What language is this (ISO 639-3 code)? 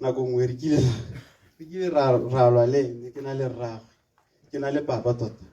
tsn